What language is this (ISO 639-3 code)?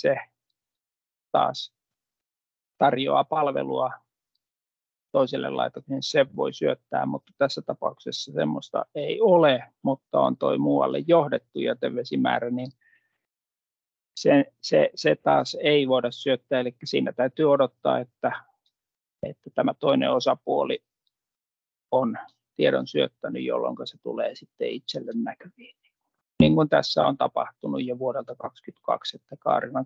fin